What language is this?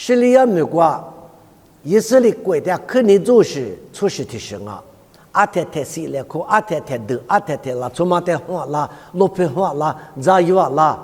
Lisu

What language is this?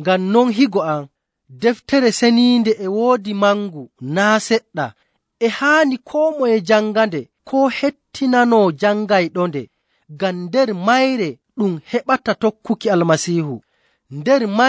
Nigerian Fulfulde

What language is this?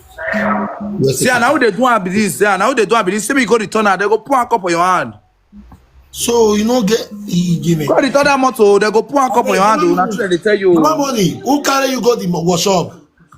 Nigerian Pidgin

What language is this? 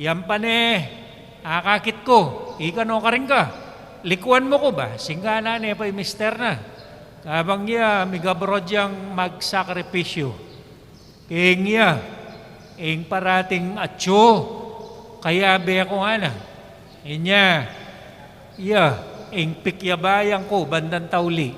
Pampanga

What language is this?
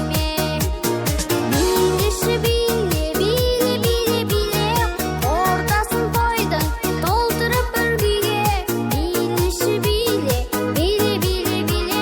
Kara-Kalpak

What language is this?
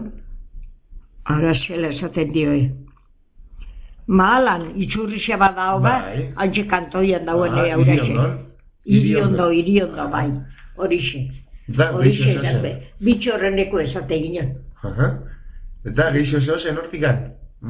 Basque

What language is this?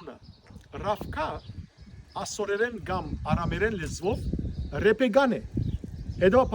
Western Armenian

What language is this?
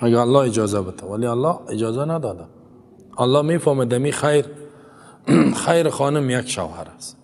Persian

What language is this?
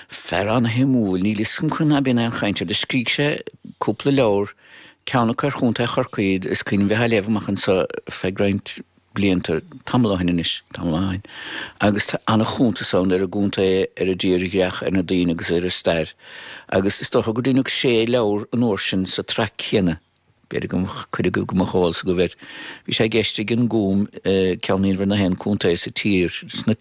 Irish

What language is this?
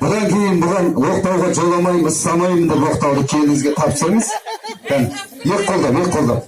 Kazakh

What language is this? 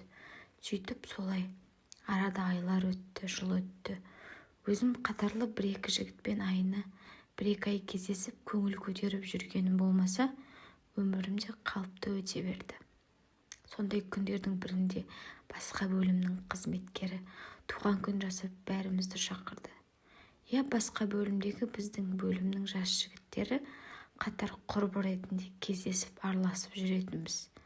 Kazakh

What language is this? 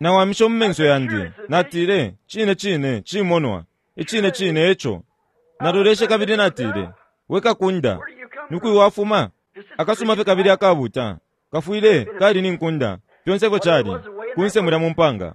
Bemba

